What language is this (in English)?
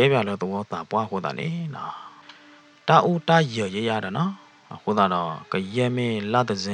S'gaw Karen